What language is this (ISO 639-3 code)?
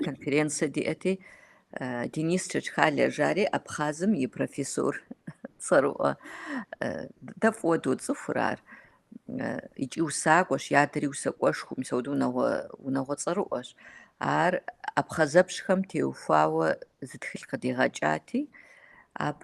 kbd